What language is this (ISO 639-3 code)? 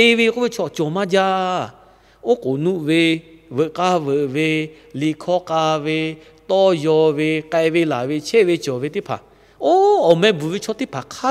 lhu